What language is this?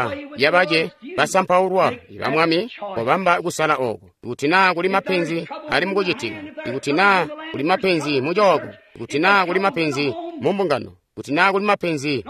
Tonga (Zambia)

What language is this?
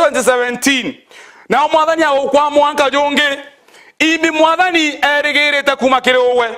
Meru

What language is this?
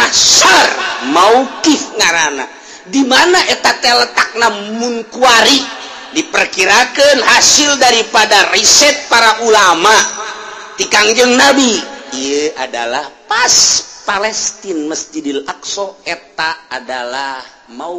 Sundanese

